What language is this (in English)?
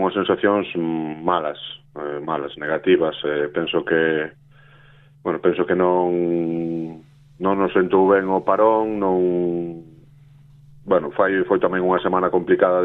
Galician